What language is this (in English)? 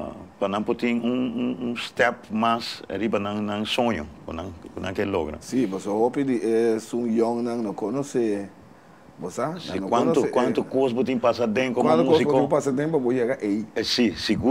Papiamento